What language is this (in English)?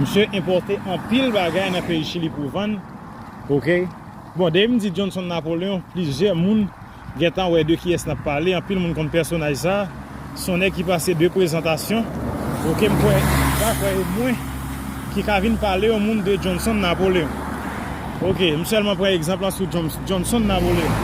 Haitian Creole